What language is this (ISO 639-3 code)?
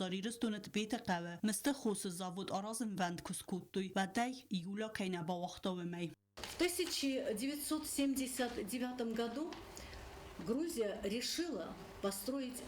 oss